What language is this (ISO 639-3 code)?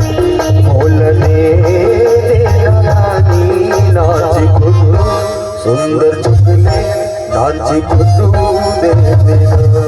hne